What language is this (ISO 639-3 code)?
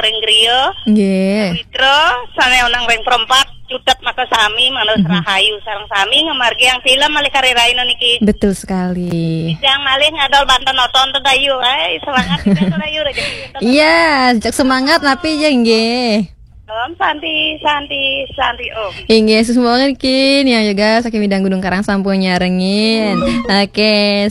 ban